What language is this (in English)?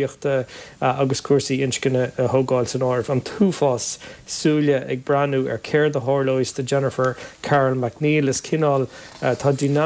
Irish